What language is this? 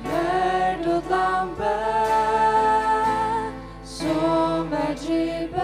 Faroese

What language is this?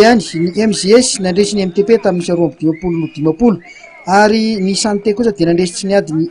Malagasy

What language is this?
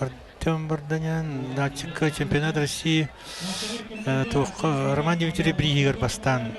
Yakut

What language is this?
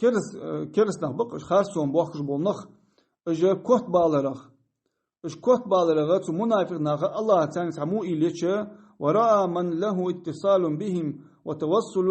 Ingush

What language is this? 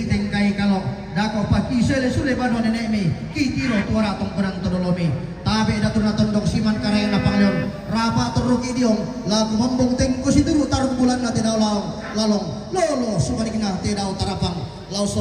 Toraja-Sa'dan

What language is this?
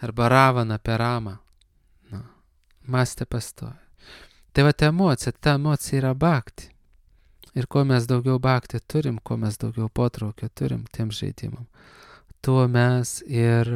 Lithuanian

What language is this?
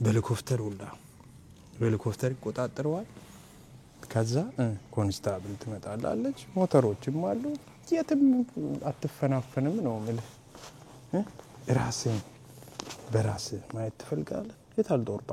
Amharic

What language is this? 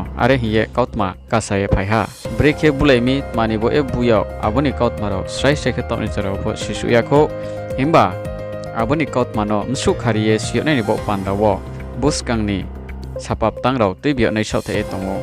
Riang (India)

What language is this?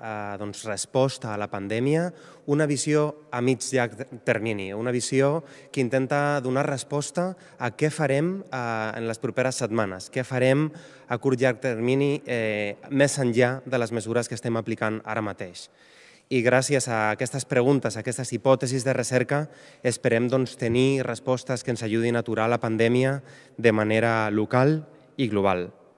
Catalan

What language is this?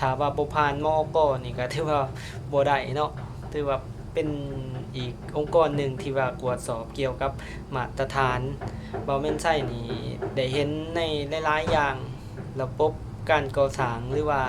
Lao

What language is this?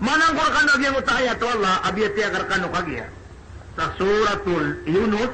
Maranao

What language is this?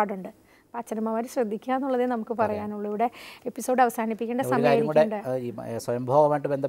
Malayalam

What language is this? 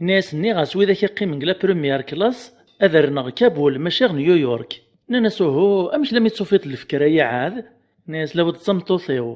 Kabyle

